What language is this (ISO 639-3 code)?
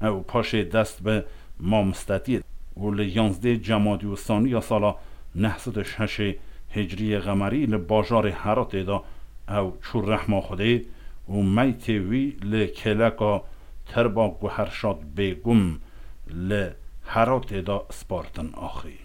kur